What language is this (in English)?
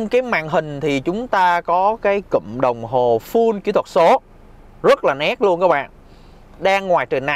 Vietnamese